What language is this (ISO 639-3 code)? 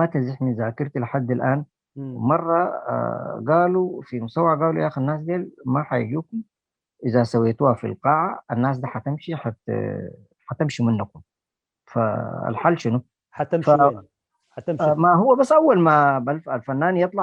apd